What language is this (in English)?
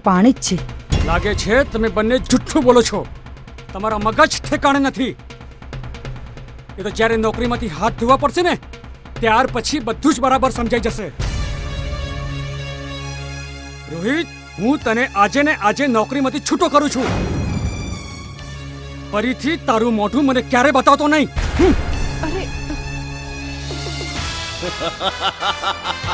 Gujarati